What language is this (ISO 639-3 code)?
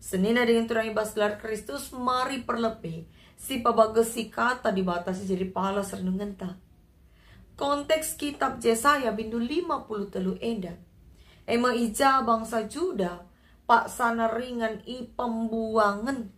btx